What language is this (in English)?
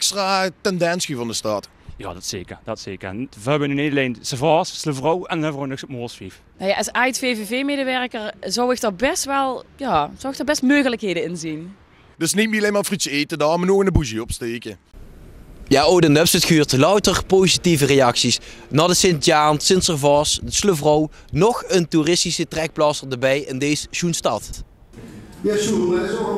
Limburgish